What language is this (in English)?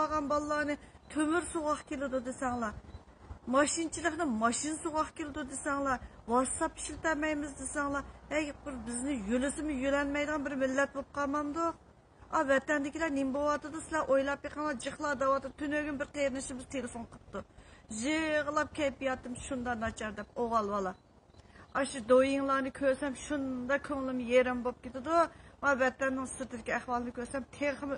Uyghur